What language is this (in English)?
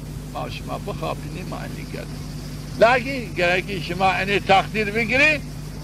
Zaza